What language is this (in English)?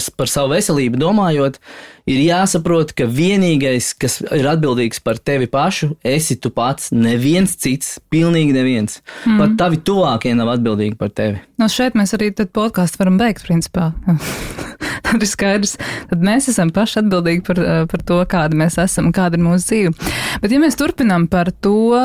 Latvian